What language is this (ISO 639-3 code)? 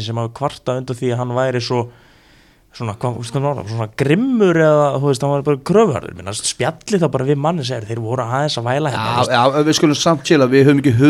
isl